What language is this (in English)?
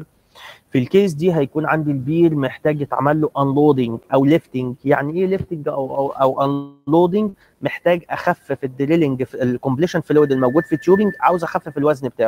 Egyptian Arabic